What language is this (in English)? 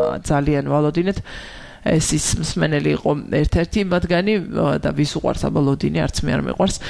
Georgian